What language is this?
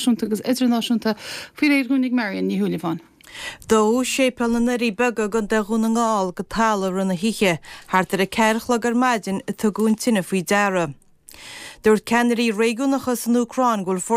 Irish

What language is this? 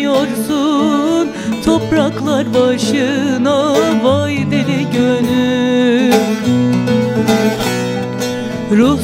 Turkish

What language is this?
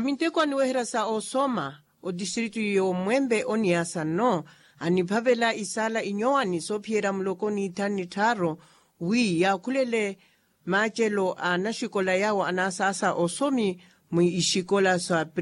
Makhuwa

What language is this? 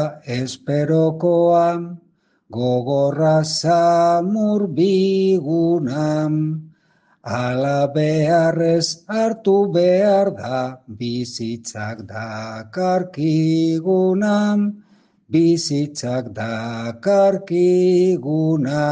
Basque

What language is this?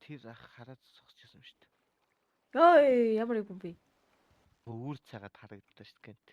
Mongolian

